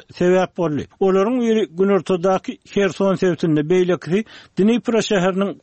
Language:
Turkmen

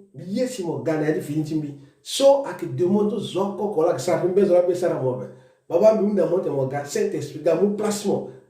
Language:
Sango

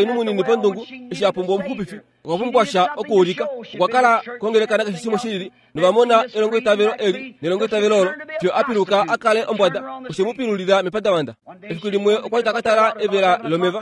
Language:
Kuanyama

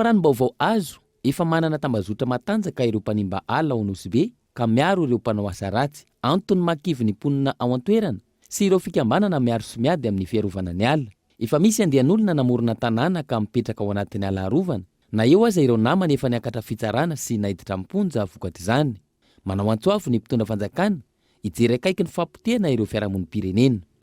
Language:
Malagasy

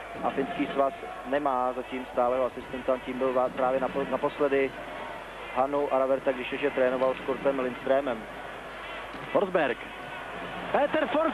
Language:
Czech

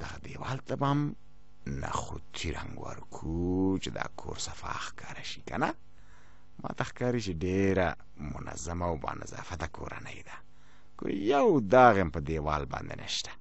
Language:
Pashto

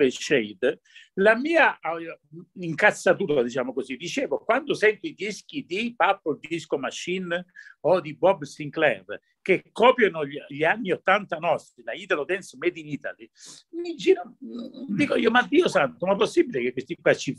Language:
Italian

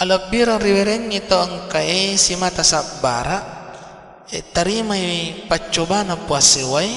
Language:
Buginese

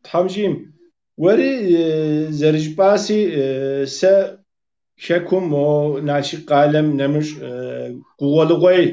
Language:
Kabardian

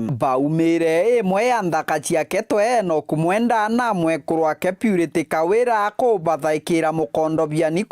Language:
Meru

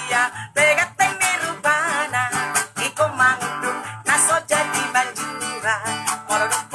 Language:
Batak Toba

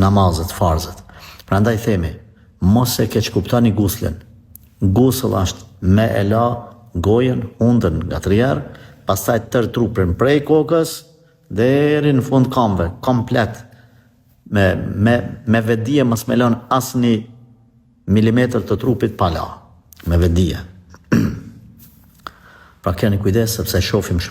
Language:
Albanian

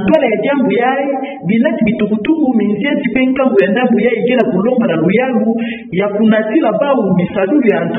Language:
Kituba (Democratic Republic of Congo)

